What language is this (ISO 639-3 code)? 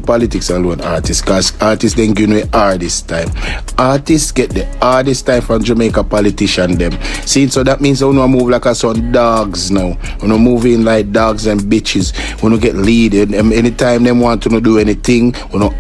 jam